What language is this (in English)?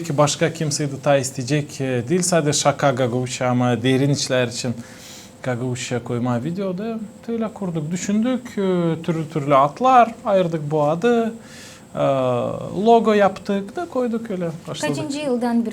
Gagauz